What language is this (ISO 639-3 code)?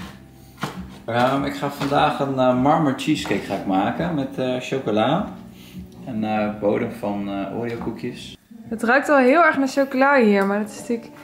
nld